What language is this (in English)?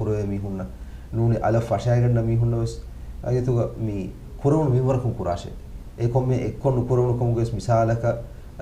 Divehi